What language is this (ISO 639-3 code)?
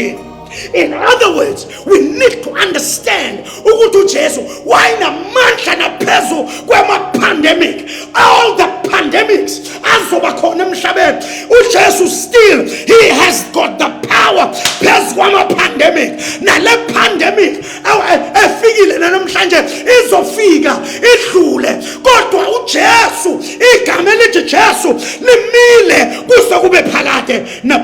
zul